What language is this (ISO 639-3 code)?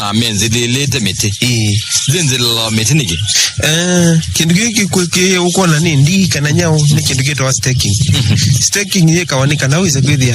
kam